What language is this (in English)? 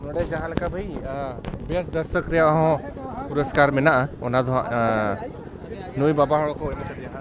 Santali